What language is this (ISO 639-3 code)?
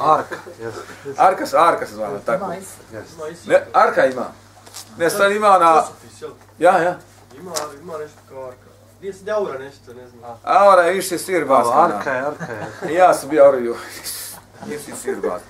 bos